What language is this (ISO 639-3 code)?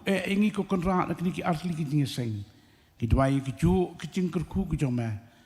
kha